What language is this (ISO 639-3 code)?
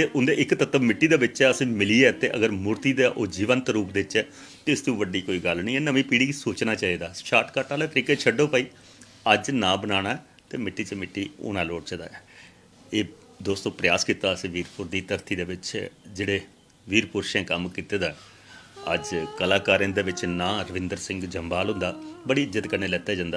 doi